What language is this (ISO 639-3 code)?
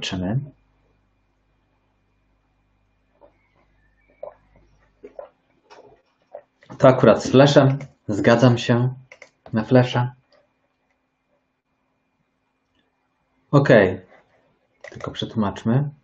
pol